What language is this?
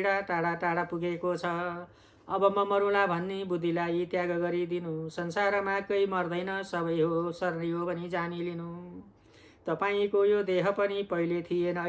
Nepali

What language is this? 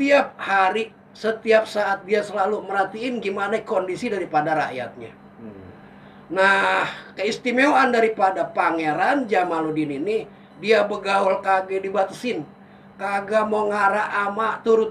Betawi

